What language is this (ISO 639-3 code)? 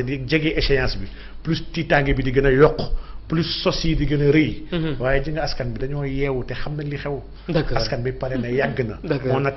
wol